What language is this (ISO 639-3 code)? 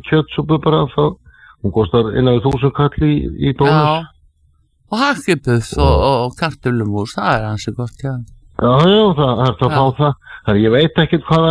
isl